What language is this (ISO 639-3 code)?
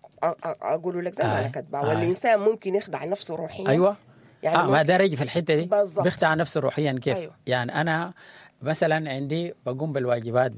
apd